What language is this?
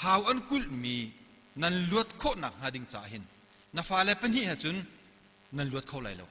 Hakha Chin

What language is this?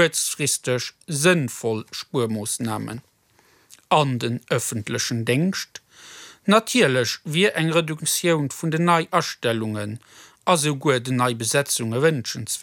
Luxembourgish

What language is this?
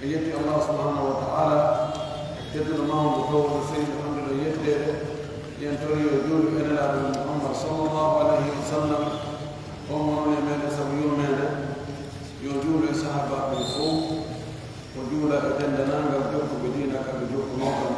Pular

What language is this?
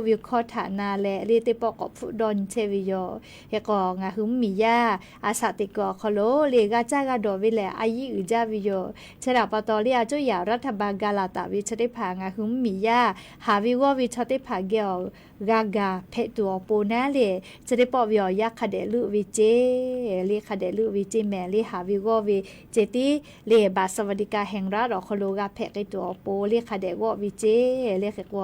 Lahu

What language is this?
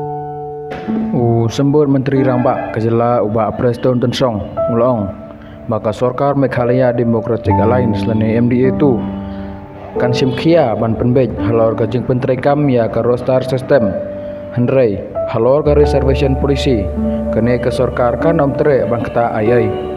Khasi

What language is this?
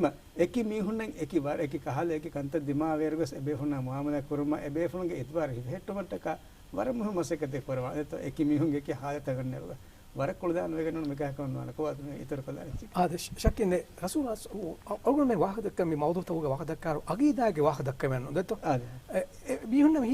Divehi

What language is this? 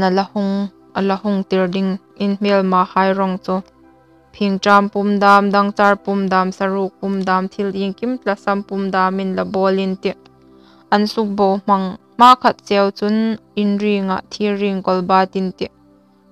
Hmar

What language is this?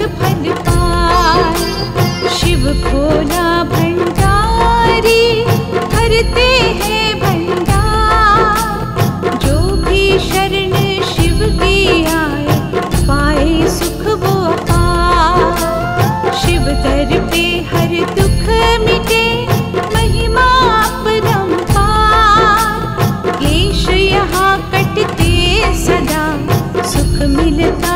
Hindi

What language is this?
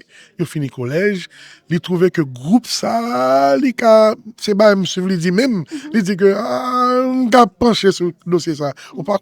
Haitian Creole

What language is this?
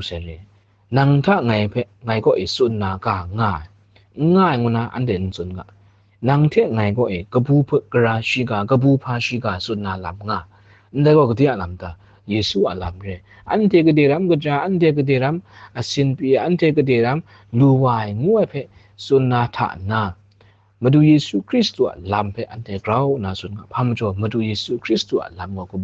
Kachin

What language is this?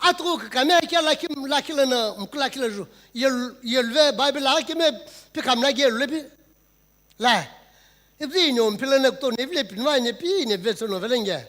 Sumi Naga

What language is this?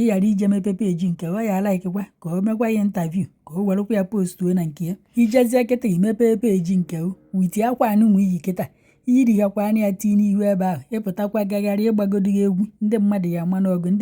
Igbo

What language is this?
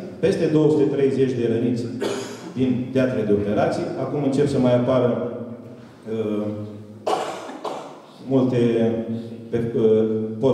Romanian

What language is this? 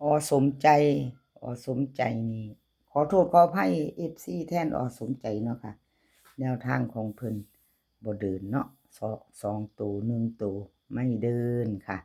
Northeastern Thai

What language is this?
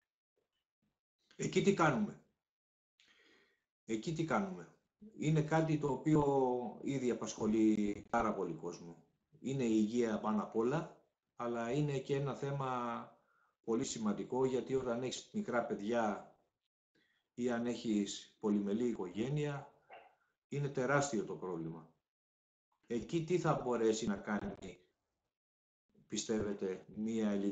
Greek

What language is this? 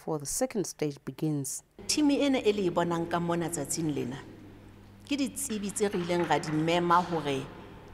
Southern Sotho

